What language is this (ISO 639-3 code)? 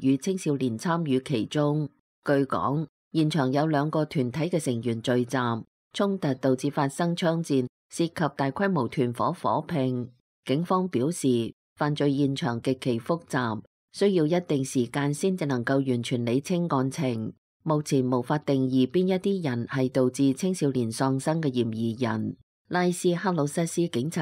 yue